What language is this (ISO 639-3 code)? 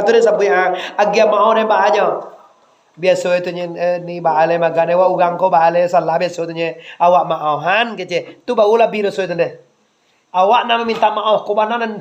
min